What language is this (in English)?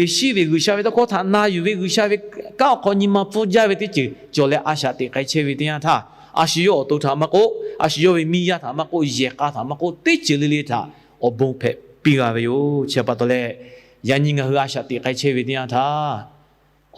Lahu